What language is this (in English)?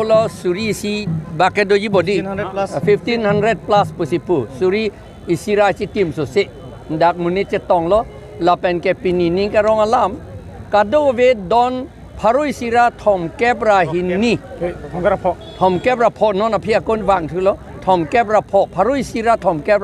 Karbi